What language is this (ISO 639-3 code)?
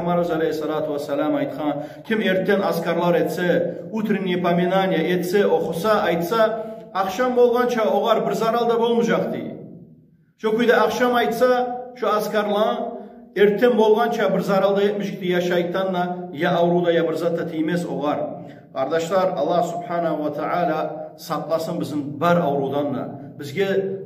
kum